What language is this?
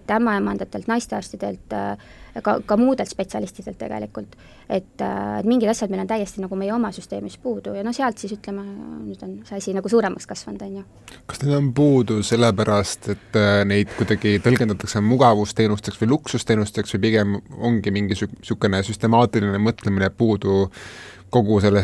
Estonian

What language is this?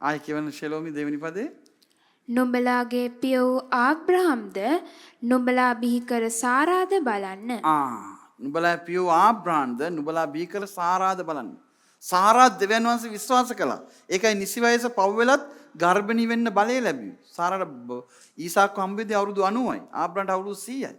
Sinhala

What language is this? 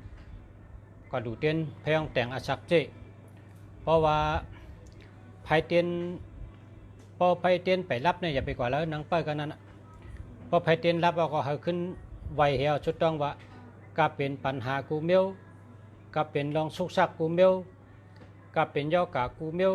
Shan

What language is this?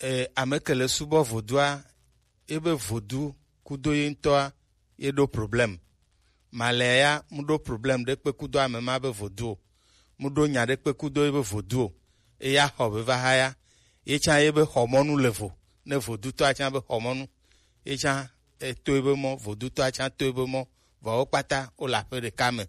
Gen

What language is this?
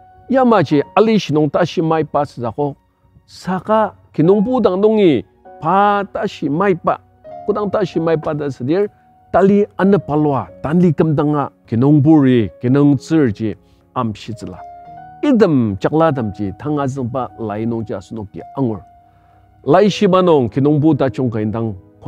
Ao Naga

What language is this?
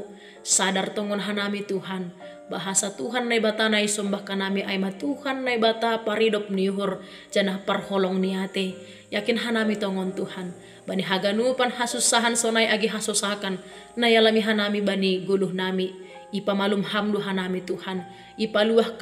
Batak Simalungun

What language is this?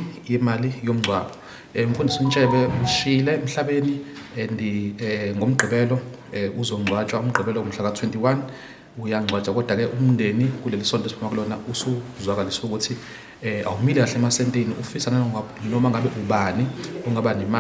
Zulu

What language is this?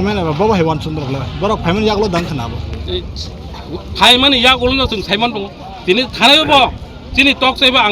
Kok Borok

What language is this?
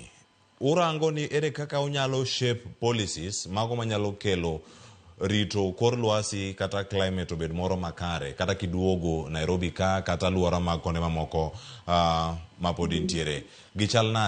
Luo (Kenya and Tanzania)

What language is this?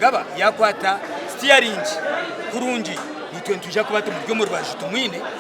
Nyankole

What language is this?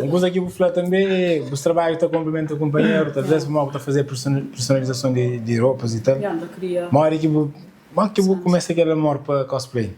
Kabuverdianu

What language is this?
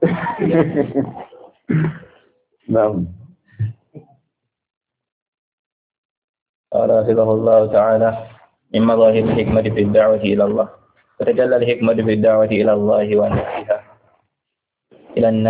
Arabic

